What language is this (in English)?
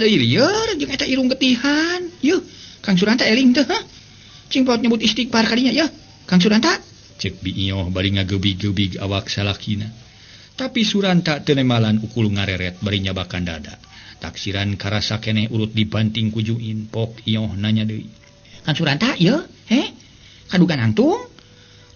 Sundanese